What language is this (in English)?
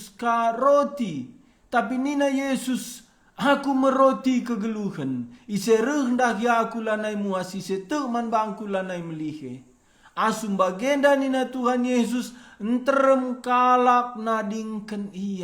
Batak Karo